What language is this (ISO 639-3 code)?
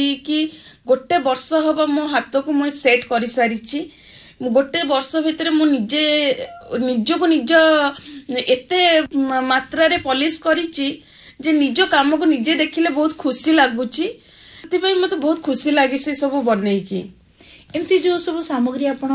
ori